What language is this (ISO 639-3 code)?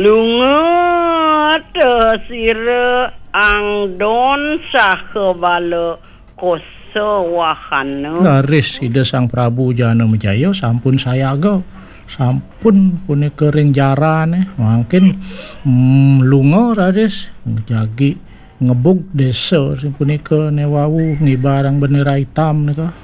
ban